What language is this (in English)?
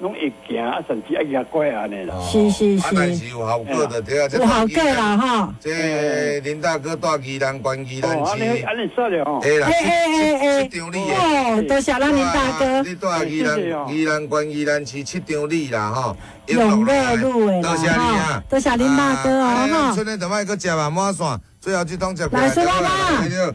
Min Nan Chinese